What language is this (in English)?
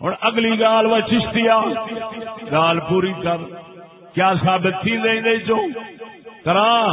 Saraiki